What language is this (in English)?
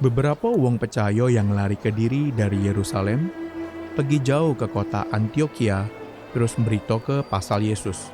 Musi